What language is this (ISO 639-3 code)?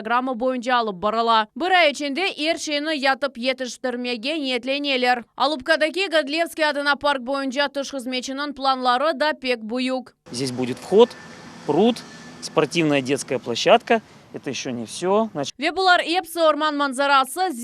crh